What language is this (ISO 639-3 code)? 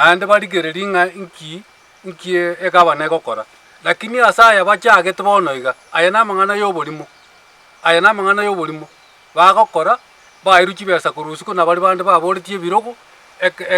guz